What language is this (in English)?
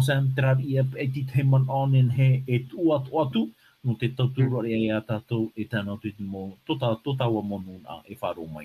Tahitian